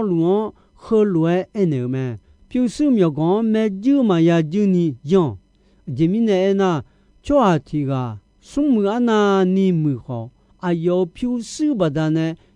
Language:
Akha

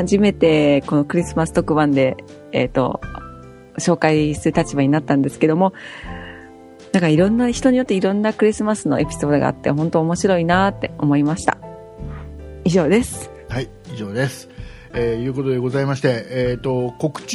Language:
Japanese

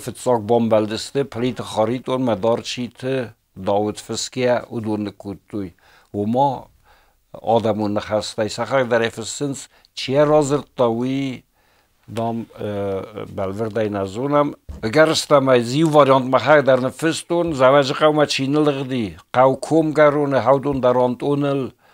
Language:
Ossetic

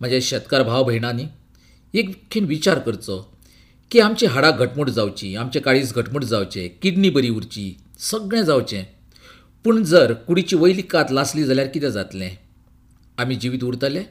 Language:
Konkani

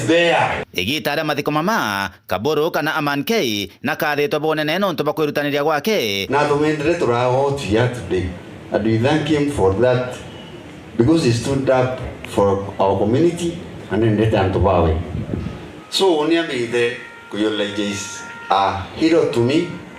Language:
Meru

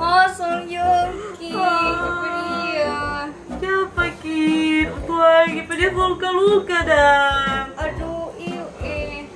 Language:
Manado Malay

